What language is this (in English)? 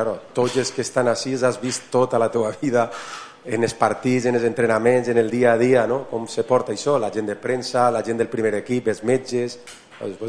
Catalan